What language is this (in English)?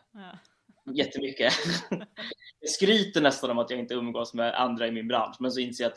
Swedish